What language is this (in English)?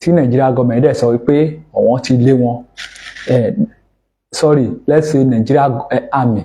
Yoruba